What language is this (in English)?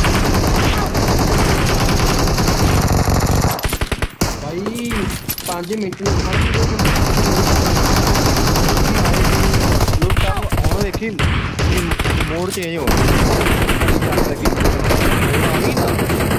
Punjabi